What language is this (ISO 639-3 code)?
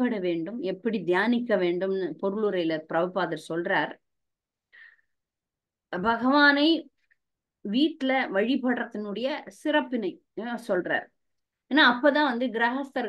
tam